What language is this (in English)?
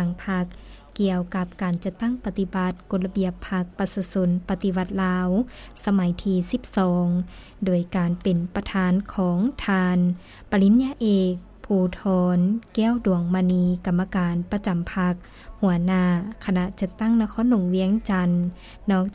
Lao